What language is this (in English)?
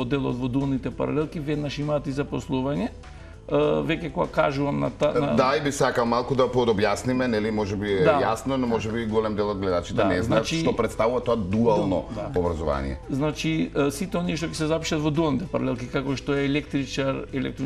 Macedonian